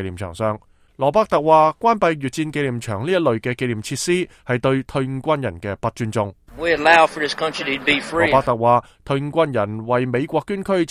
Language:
Cantonese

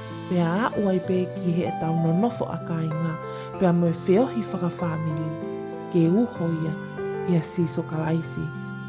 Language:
Tongan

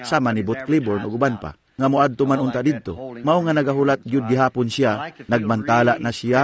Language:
Cebuano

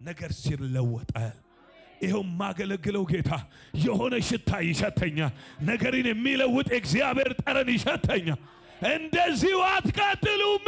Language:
Amharic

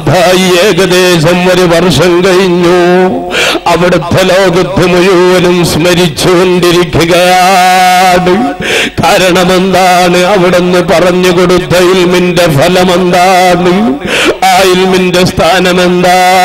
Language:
Malayalam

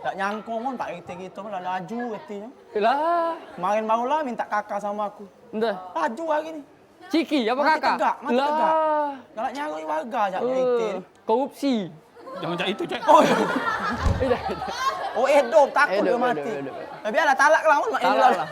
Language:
Musi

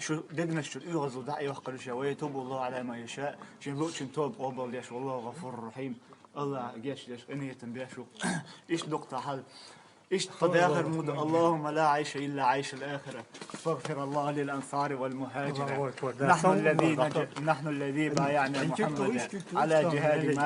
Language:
Chechen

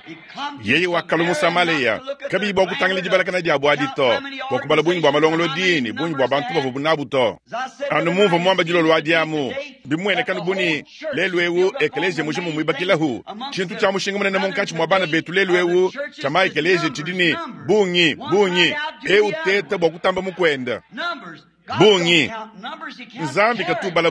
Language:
Luba-Lulua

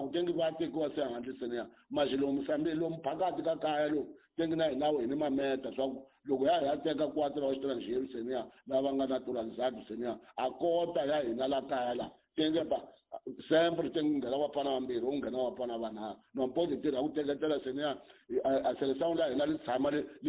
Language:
Tsonga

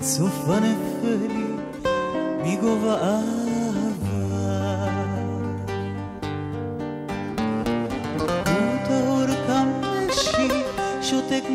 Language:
Hebrew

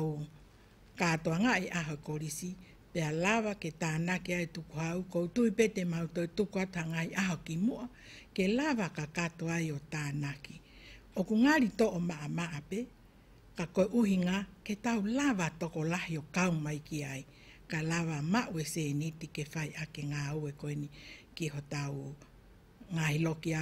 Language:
Tongan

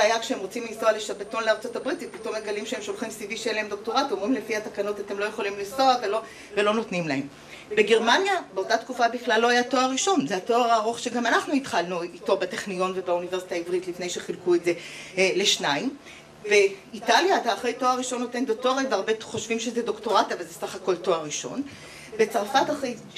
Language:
Hebrew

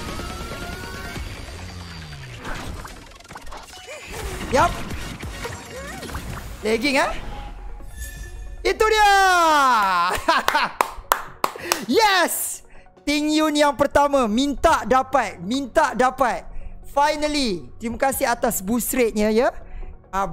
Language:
Malay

